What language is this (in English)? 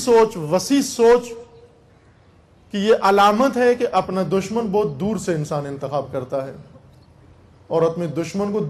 Urdu